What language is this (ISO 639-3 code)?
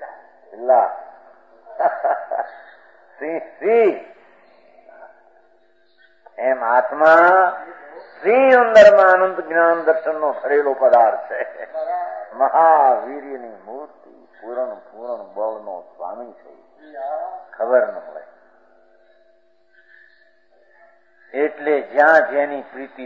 guj